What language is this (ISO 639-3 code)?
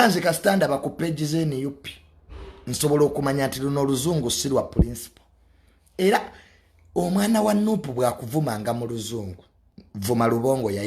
lug